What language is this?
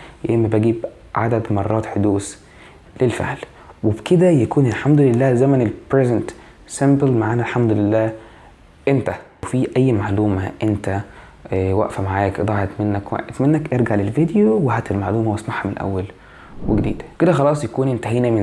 Egyptian Arabic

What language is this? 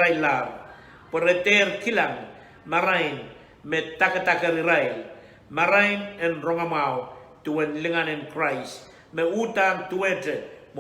Pohnpeian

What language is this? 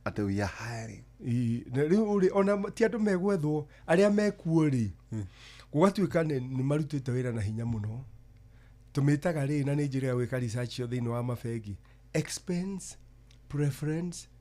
Kikuyu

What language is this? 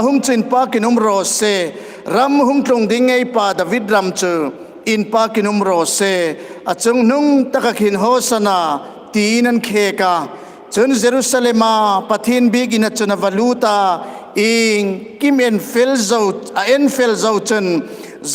Hmar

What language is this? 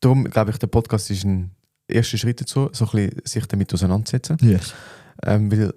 Swiss German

